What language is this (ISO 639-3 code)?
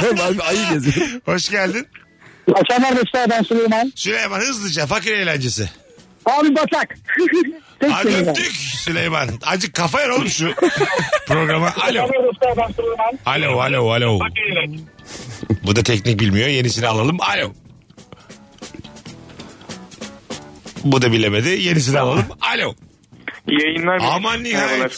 tur